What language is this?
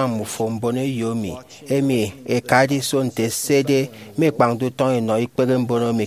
Efik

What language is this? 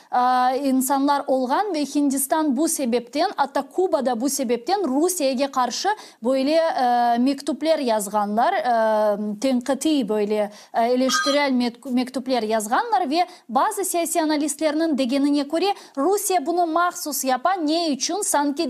Crimean Tatar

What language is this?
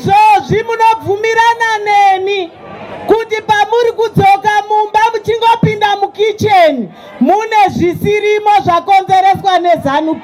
Shona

